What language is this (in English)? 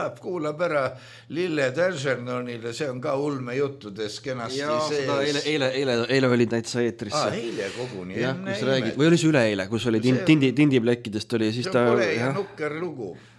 Estonian